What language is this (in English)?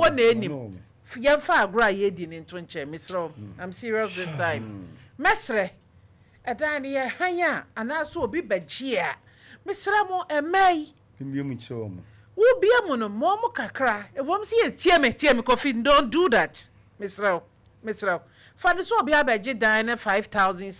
Akan